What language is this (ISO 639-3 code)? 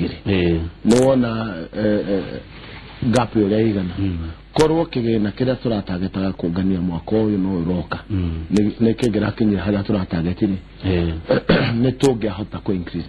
kik